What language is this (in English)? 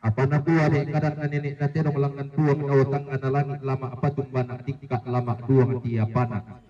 Toraja-Sa'dan